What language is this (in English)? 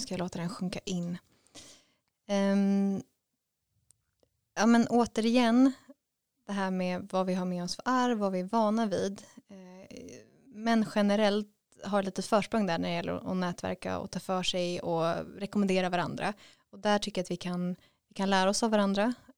Swedish